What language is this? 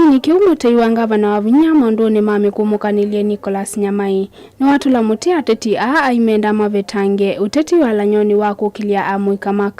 Kamba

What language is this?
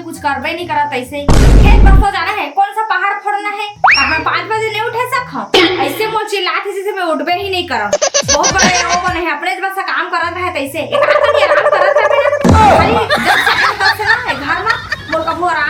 Chhattisgarhi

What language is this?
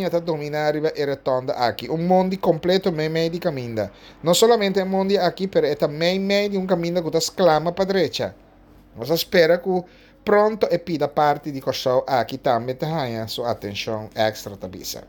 Papiamento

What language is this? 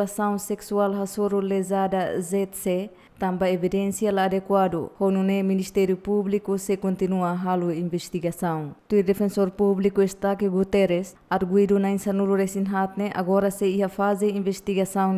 Tetum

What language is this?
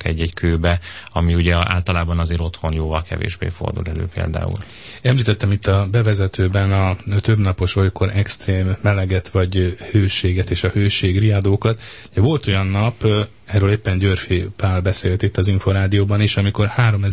Hungarian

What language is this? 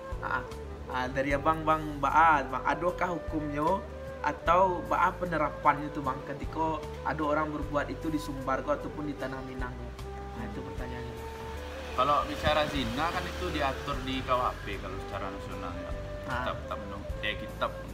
Minangkabau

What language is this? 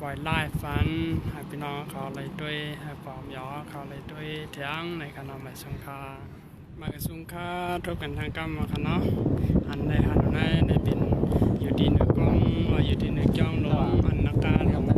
Shan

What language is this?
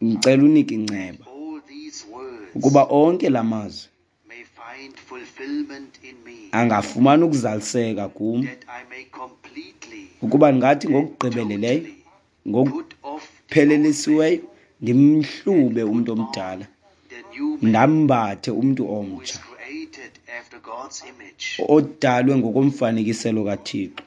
Xhosa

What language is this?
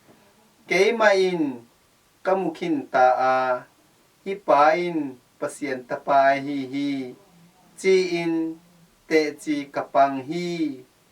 Tedim Chin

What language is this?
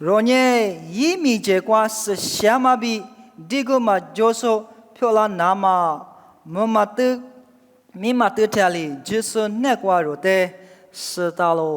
Lisu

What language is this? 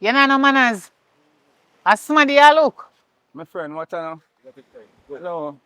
Jamaican Creole English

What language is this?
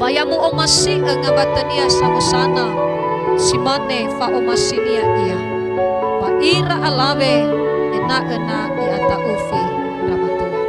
Nias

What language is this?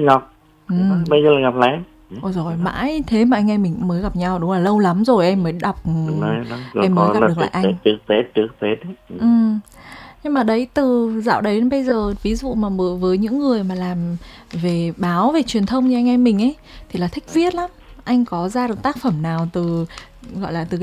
Vietnamese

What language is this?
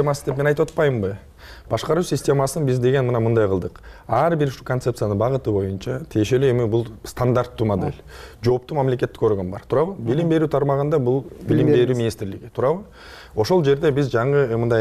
Kyrgyz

